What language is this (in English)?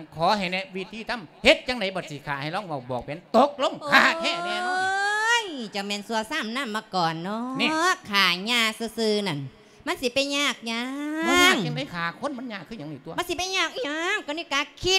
Lao